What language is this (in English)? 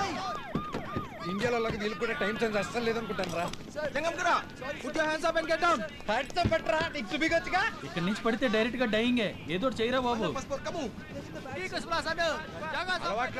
Telugu